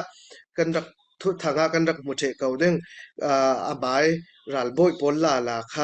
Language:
Falam Chin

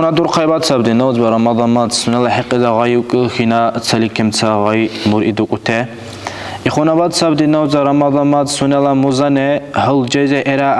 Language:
Dargwa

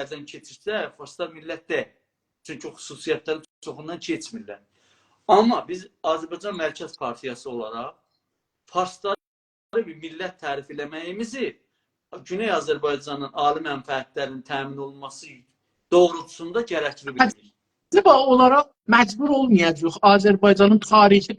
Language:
South Azerbaijani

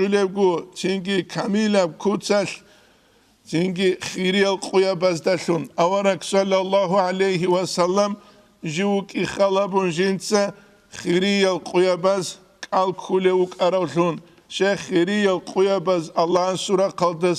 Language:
Avaric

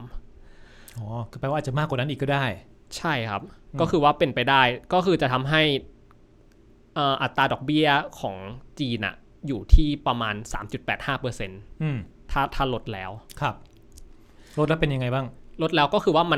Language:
Thai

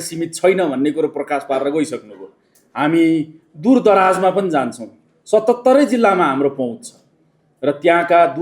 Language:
Nepali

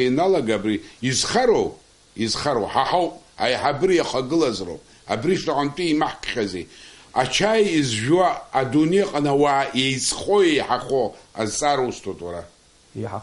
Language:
Abkhazian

